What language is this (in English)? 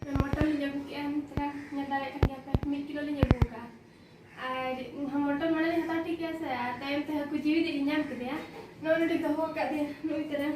Santali